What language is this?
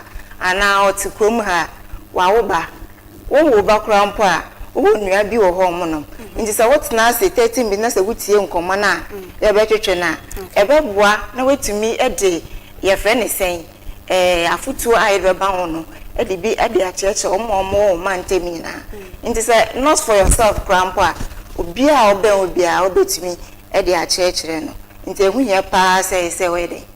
Akan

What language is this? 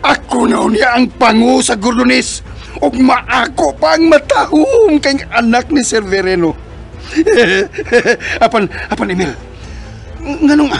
Cebuano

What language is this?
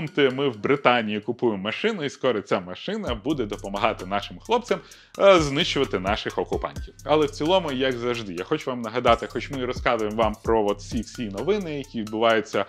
Ukrainian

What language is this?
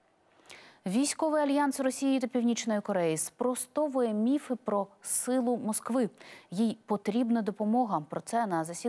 Ukrainian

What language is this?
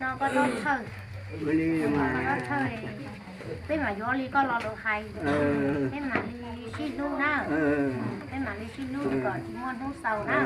Hmong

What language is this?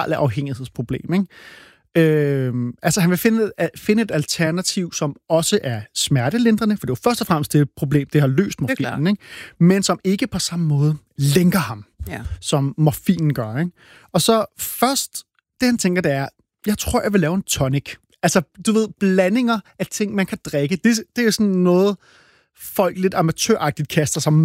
Danish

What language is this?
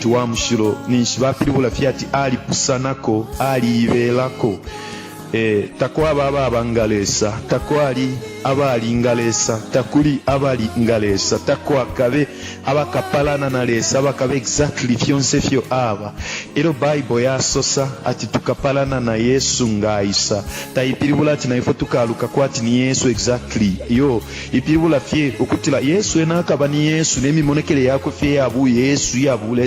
Bemba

